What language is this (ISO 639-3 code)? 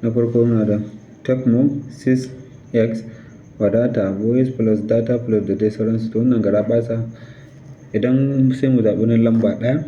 hau